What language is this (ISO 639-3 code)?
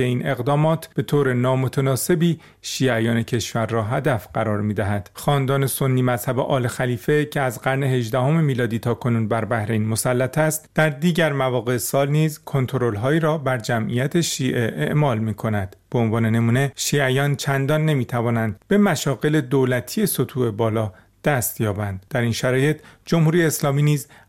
fas